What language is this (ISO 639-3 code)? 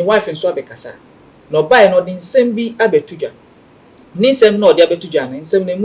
aka